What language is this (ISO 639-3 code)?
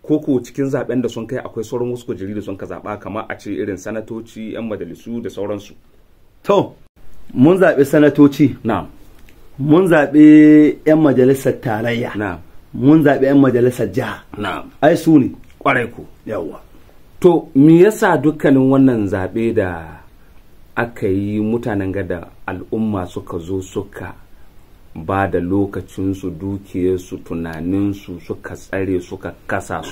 hau